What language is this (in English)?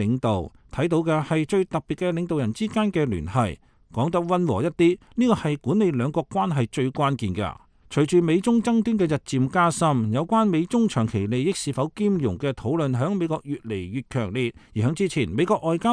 Cantonese